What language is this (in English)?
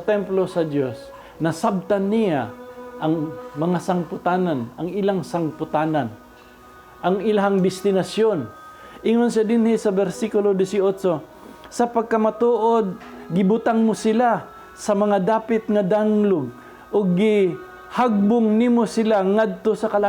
Cebuano